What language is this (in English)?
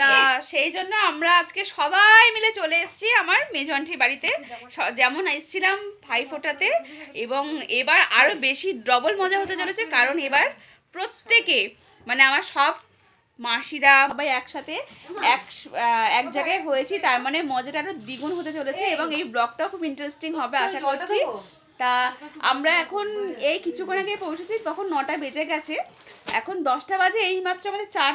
Bangla